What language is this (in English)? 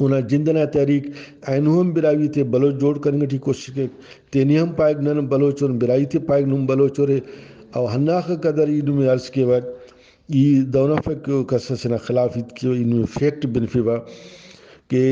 Brahui